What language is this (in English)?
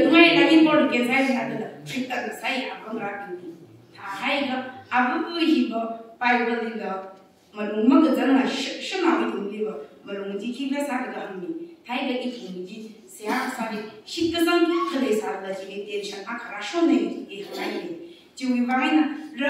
Tangkhul Naga (India)